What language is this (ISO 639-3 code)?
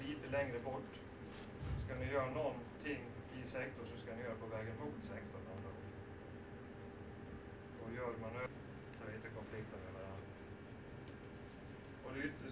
swe